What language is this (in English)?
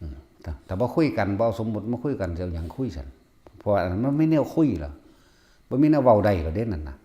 Northeastern Thai